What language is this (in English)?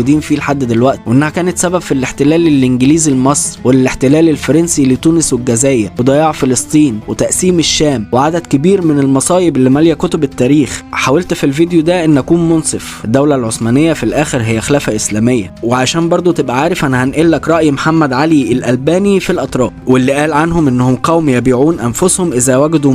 Egyptian Arabic